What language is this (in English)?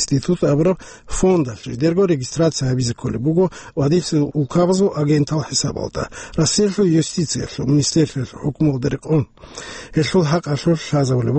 Avaric